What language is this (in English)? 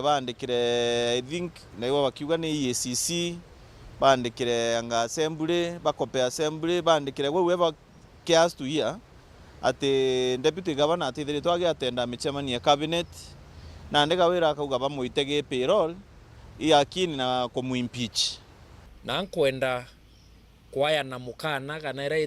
Meru